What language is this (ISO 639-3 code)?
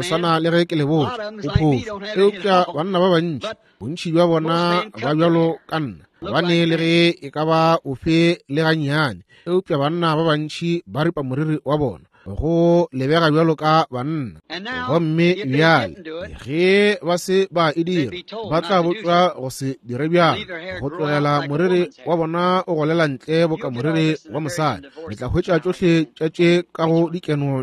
nso